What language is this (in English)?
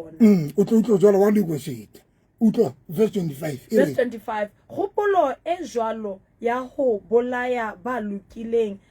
Southern Sotho